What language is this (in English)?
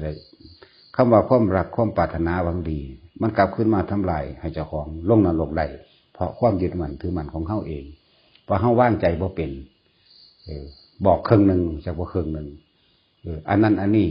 Northeastern Thai